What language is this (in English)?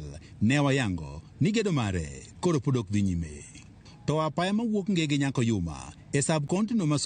Luo (Kenya and Tanzania)